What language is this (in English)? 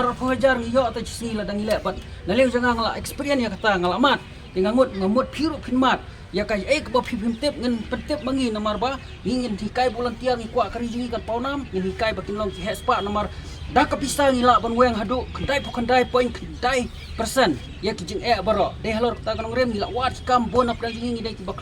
Khasi